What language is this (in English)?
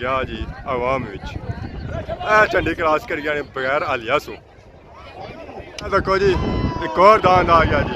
Pahari-Potwari